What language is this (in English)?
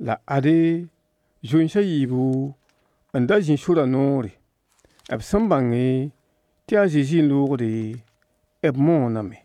Mossi